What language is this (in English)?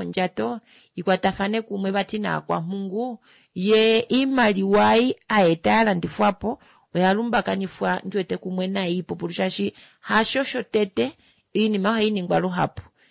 Kuanyama